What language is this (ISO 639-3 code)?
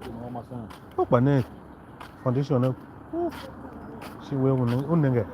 tiv